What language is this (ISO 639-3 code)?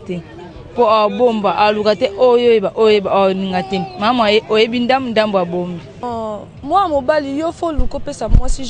lin